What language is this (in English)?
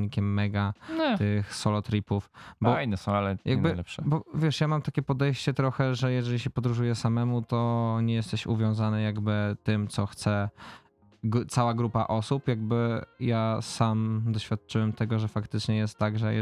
Polish